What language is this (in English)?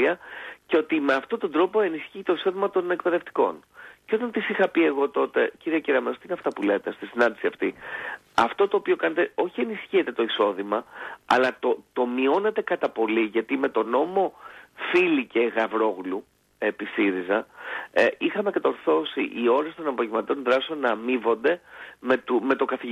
Greek